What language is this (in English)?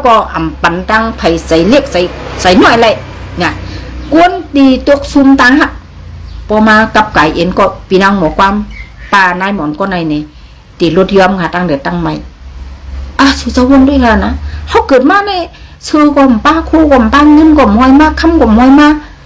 Shan